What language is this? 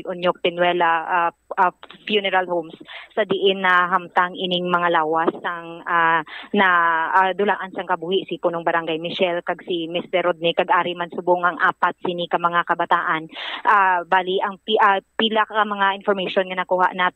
Hiligaynon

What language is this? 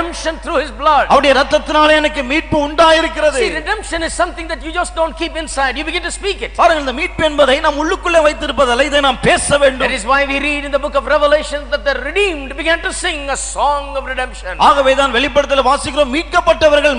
Tamil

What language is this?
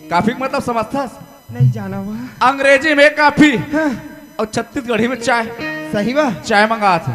Chhattisgarhi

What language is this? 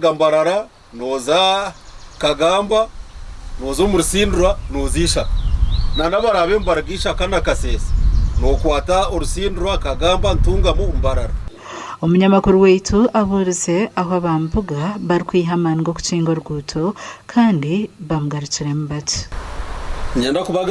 Nyankole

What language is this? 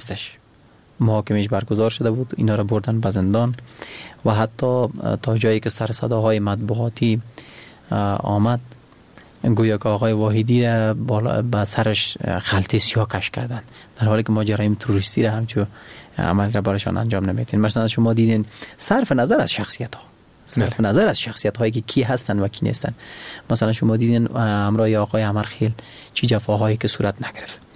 Persian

